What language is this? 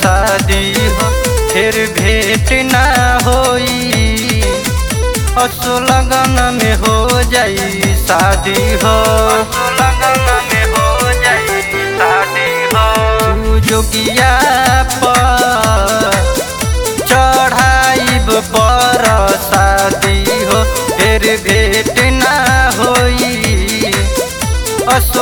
Bhojpuri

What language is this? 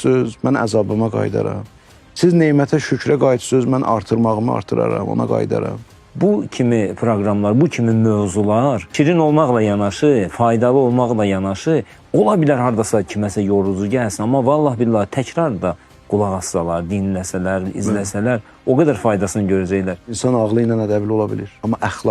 Azerbaijani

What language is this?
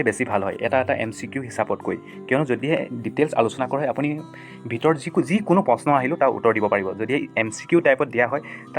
Assamese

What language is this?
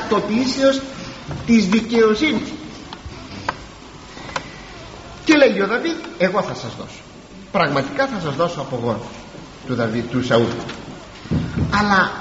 Greek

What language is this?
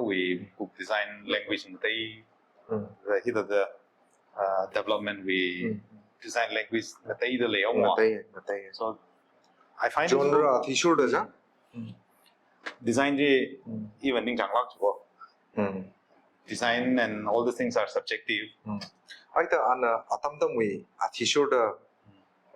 Tangkhul Naga (India)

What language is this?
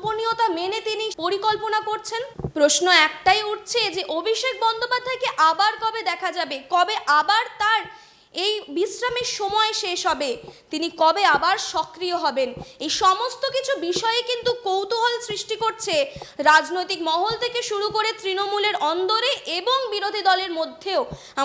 Bangla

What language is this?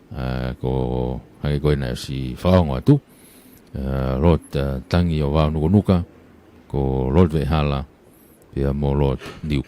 Tongan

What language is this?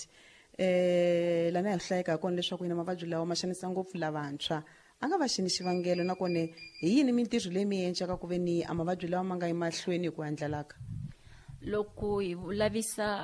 Tsonga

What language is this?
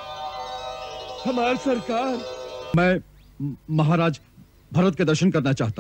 Hindi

